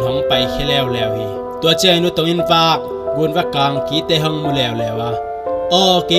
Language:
Tedim Chin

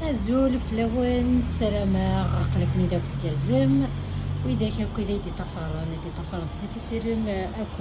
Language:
Kabyle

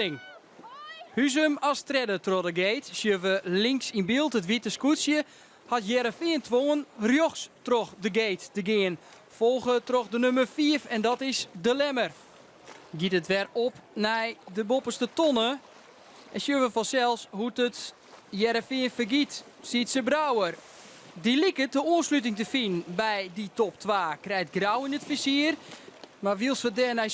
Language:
Western Frisian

